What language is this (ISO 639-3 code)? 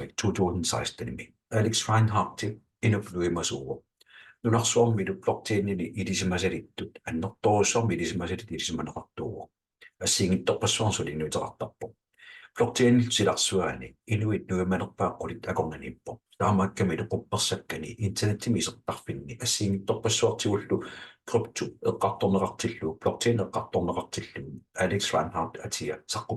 kal